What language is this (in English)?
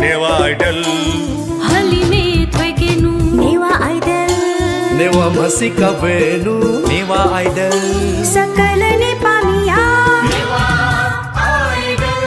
Newari